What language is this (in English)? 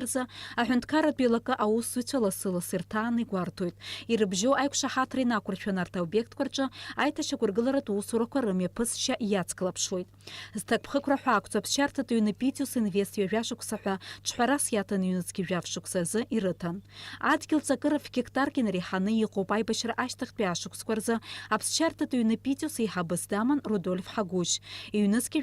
Abkhazian